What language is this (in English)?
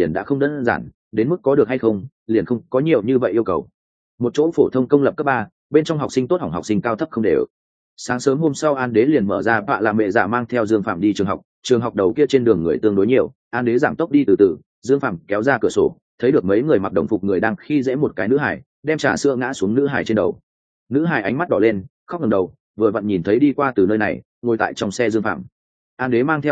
Vietnamese